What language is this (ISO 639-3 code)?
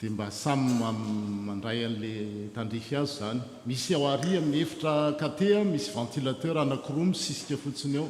mlg